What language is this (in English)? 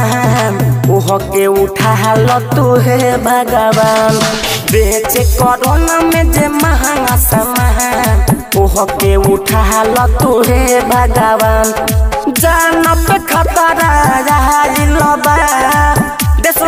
Bhojpuri